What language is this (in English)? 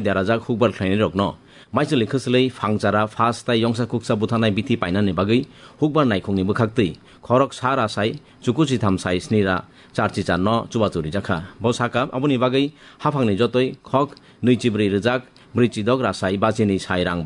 Kok Borok